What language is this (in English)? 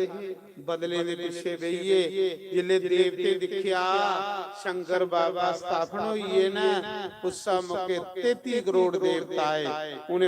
Dogri